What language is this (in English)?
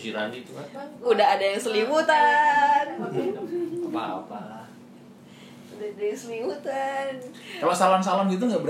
Indonesian